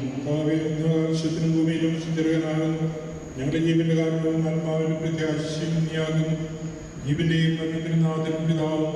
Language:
Malayalam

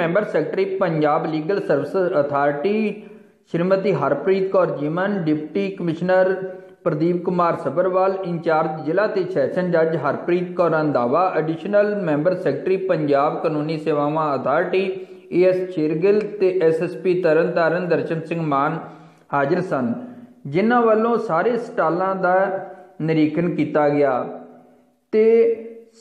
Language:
Punjabi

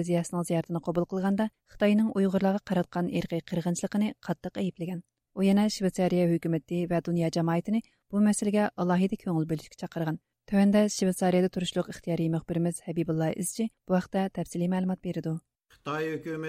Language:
Uyghur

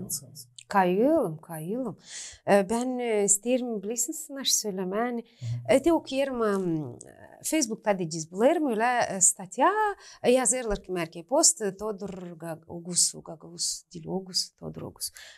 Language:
Gagauz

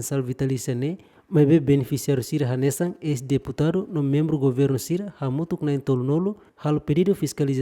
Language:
Tetum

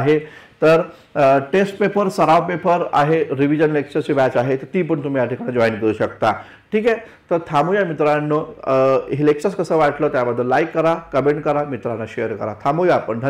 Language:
Marathi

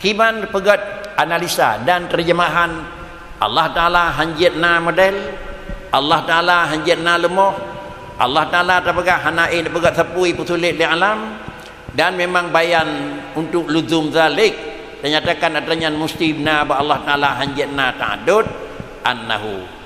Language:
Achinese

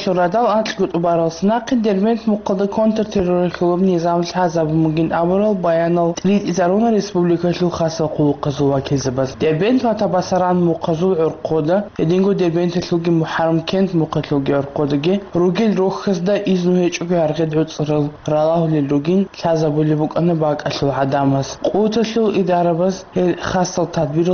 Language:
Avaric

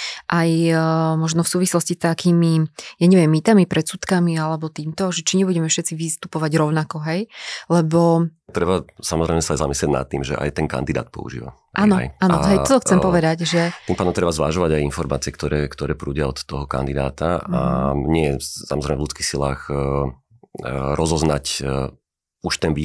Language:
Slovak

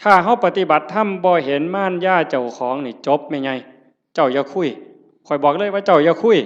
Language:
Northeastern Thai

